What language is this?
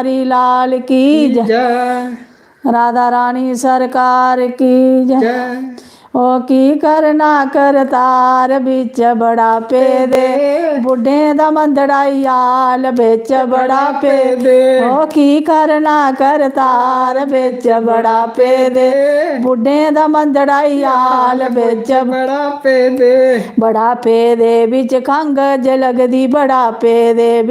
Dogri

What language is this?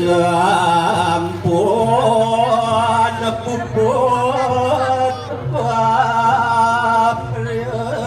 Balinese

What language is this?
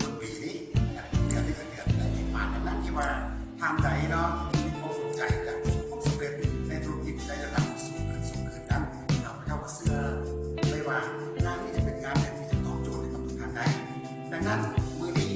Lao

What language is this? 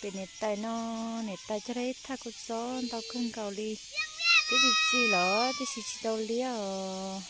Hmong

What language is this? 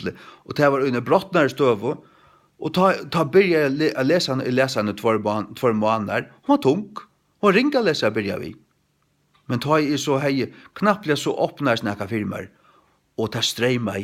Faroese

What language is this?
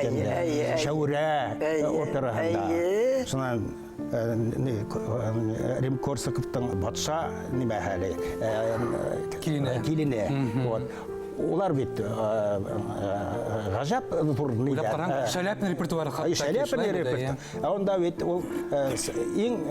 Bashkir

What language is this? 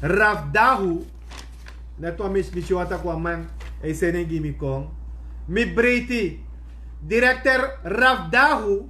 Sranan Tongo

